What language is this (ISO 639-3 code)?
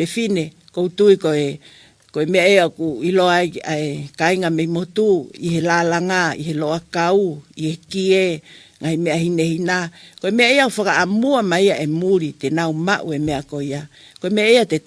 ton